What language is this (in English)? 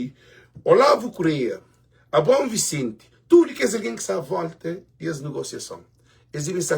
Kabuverdianu